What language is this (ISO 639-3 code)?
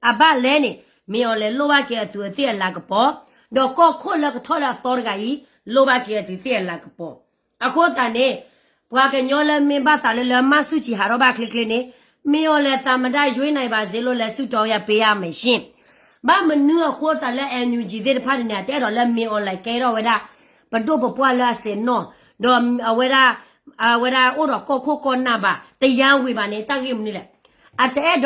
ksw